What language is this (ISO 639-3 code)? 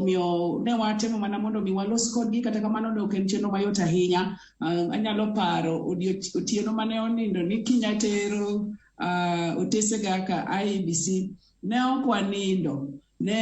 luo